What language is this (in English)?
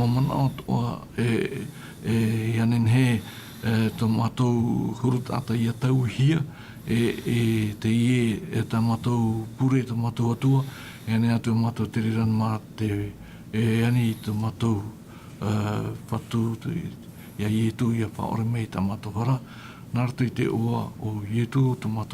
Tahitian